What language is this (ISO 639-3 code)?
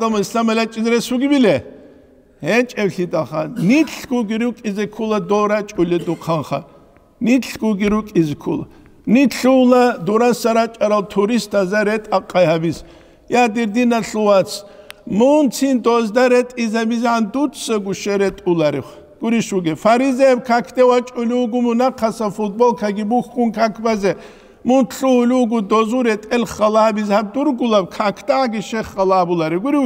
ava